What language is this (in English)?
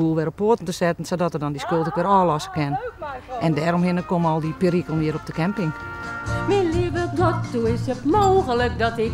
Western Frisian